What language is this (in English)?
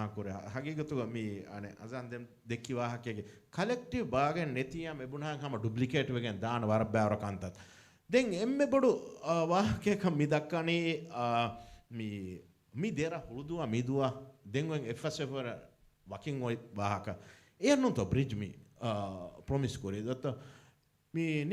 Divehi